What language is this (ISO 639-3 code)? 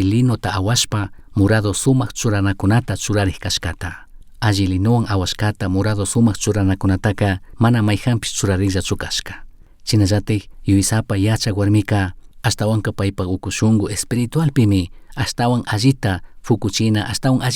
qug